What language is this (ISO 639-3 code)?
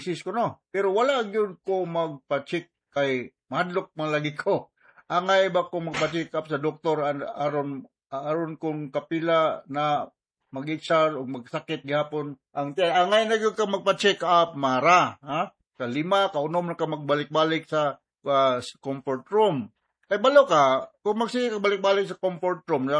ceb